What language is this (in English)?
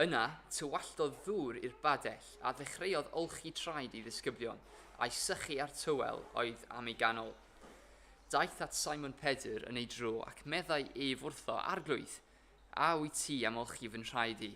Welsh